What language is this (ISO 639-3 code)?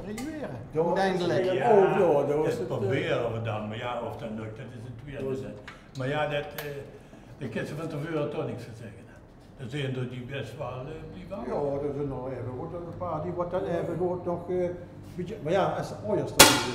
lim